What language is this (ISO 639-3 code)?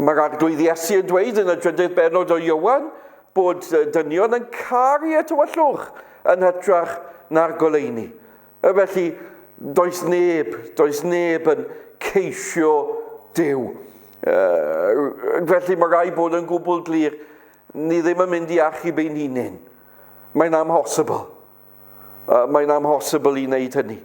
cym